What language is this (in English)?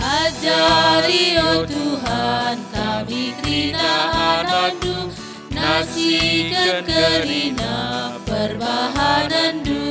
Batak Karo